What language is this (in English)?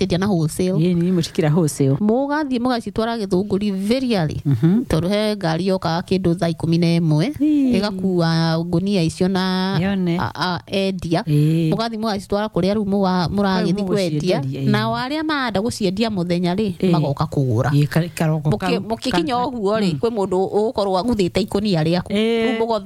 Kikuyu